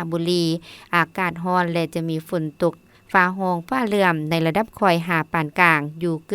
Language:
Lao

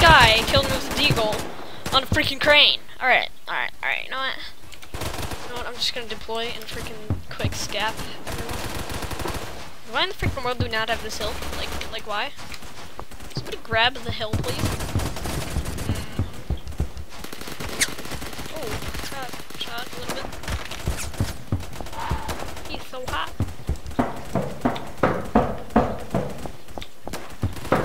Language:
English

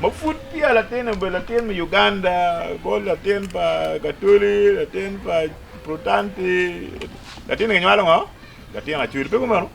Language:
Acoli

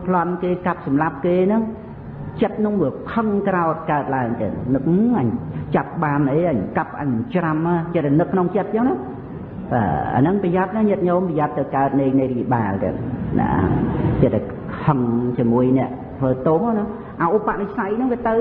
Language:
Khmer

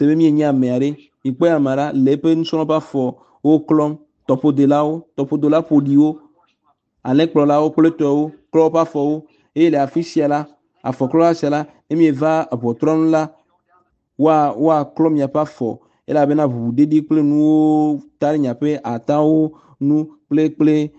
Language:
Ewe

